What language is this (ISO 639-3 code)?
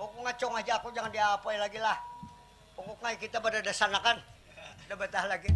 bjn